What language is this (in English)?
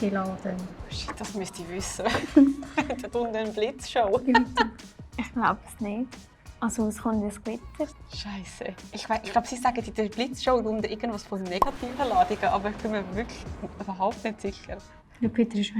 Swiss German